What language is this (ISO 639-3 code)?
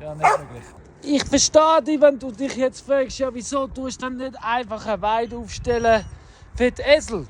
gsw